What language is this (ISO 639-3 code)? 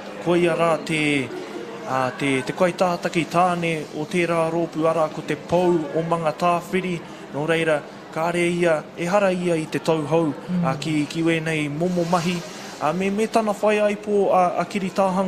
mri